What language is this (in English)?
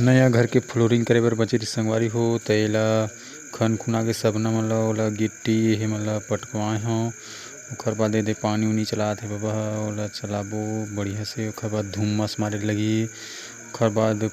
Chhattisgarhi